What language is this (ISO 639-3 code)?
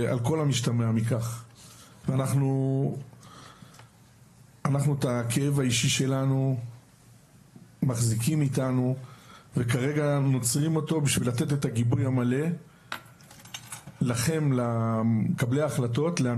heb